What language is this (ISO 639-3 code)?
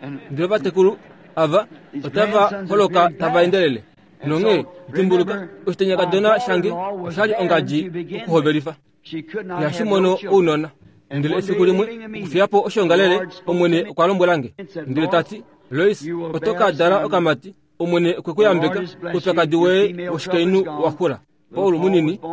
kua